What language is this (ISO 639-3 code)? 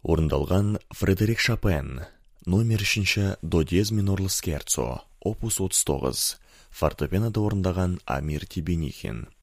kaz